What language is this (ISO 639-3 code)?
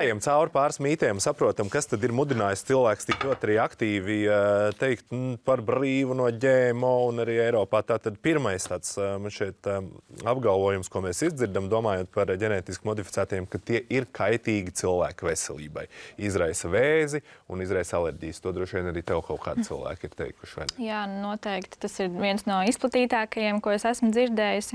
lav